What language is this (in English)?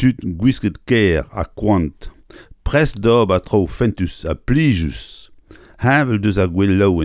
Breton